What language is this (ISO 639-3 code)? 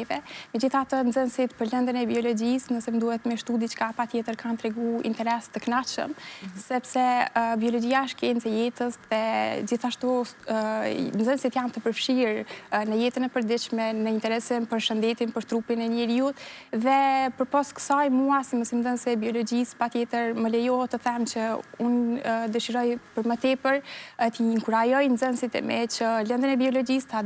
sqi